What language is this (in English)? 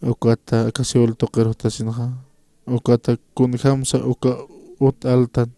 Aymara